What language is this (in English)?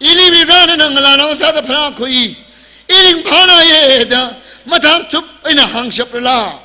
Tangkhul Naga (India)